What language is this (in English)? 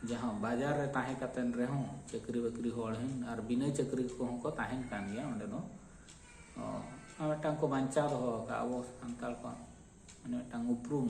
Santali